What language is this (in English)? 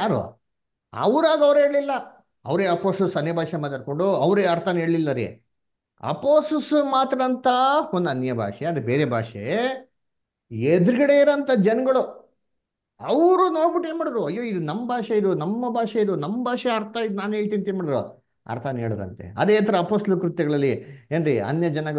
Kannada